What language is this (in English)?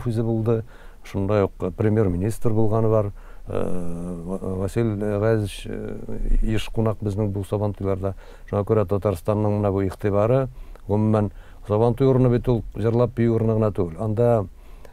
Tatar